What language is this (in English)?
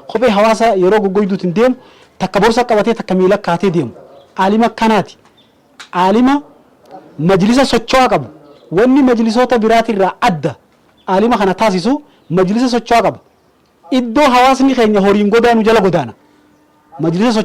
Oromo